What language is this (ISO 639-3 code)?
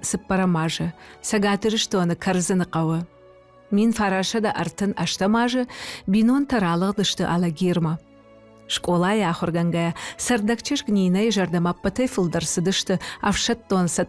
oss